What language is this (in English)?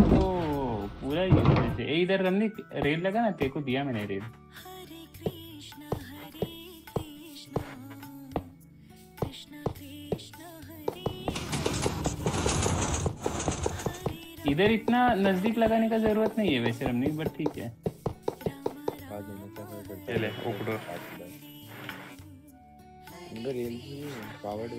Hindi